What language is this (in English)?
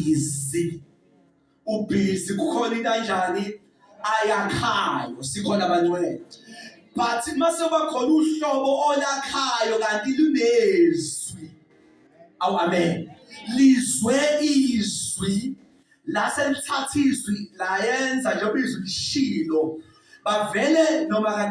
Zulu